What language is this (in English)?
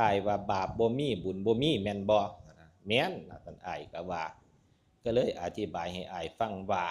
Northeastern Thai